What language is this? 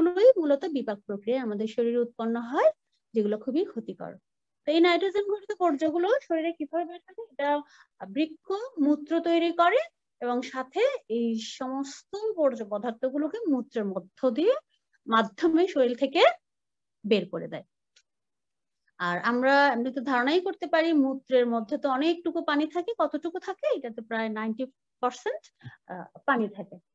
Bangla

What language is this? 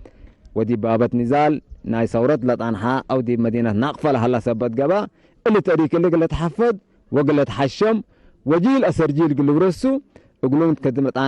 Tigre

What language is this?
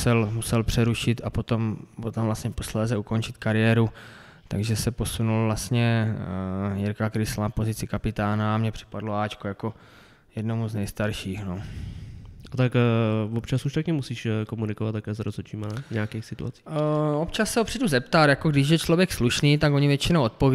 Czech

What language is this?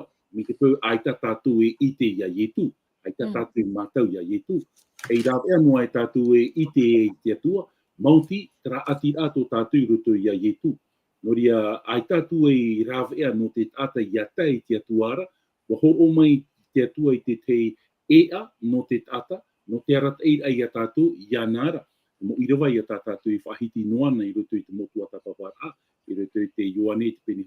Tahitian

